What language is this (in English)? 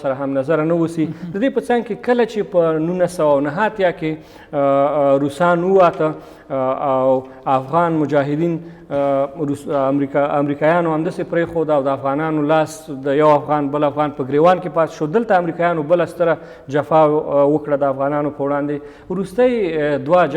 Pashto